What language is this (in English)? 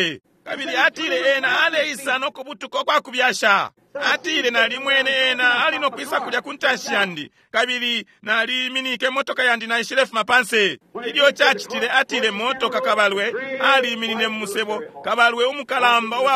Bemba